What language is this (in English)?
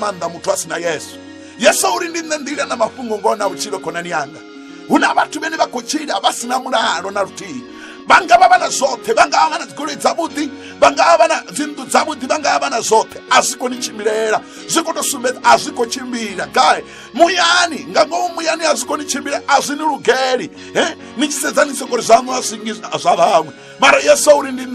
Venda